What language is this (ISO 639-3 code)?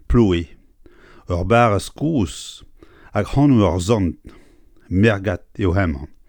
bre